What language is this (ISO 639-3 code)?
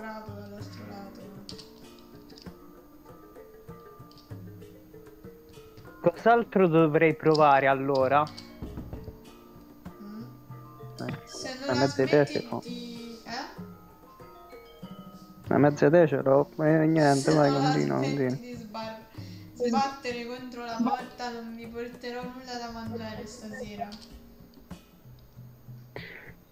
ita